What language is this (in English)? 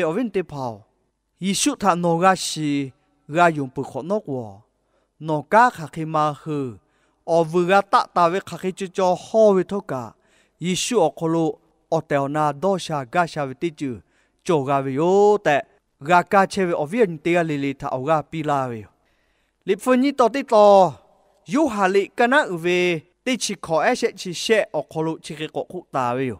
Lahu